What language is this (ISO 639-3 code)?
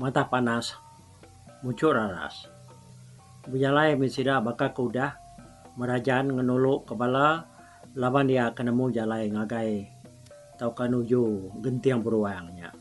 iba